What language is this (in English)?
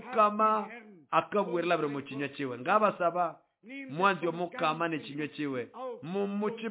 Nande